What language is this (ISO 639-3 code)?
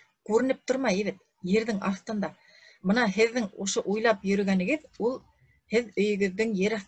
bak